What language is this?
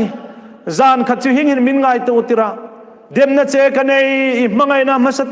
Hmar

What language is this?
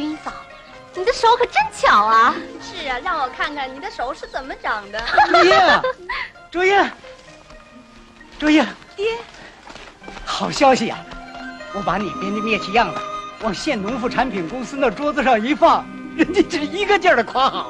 Chinese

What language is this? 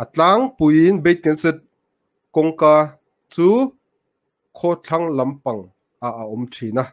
Mizo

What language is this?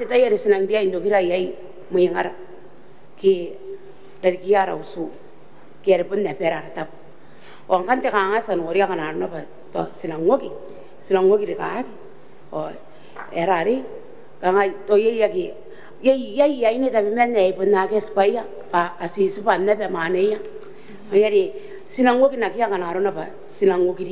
Gilbertese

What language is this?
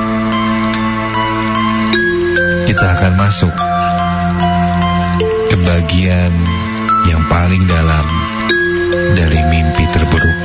Indonesian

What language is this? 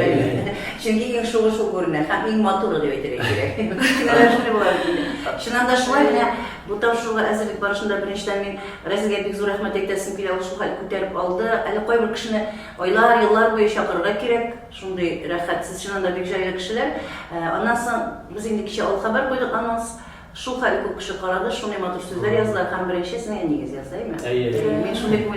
Tatar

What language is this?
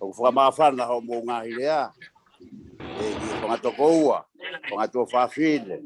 Tongan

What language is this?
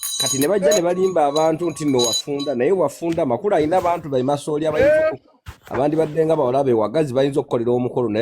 Ganda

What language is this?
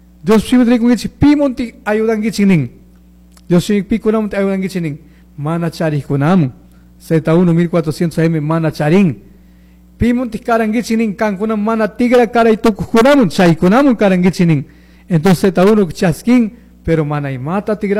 Chimborazo Highland Quichua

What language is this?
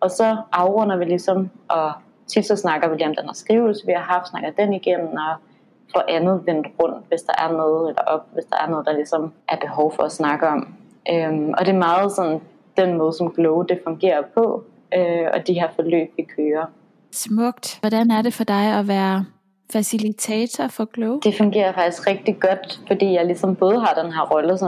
Danish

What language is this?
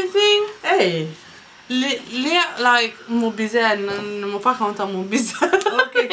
Morisyen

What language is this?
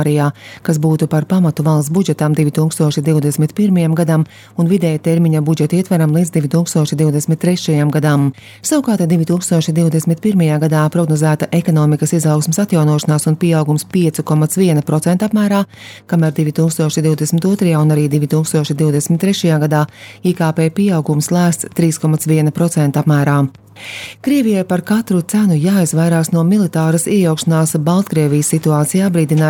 Latvian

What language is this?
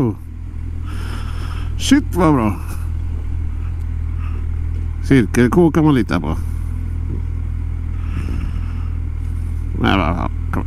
Swedish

